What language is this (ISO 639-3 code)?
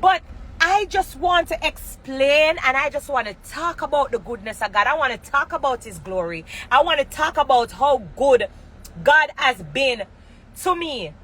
jam